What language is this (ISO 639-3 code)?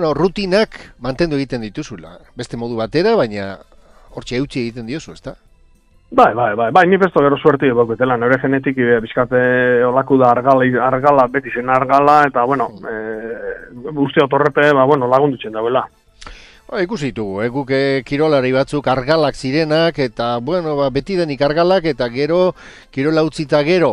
eus